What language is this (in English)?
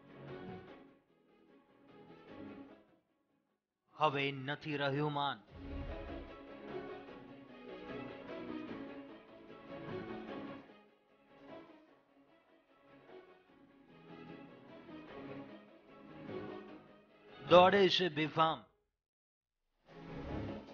Gujarati